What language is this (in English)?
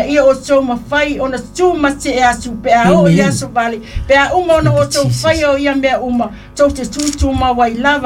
Samoan